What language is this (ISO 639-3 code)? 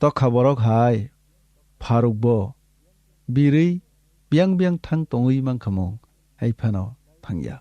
trp